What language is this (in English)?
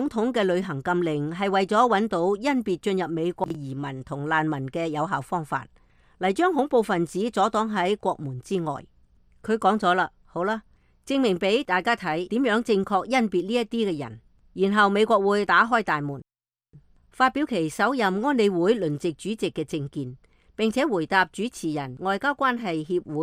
Cantonese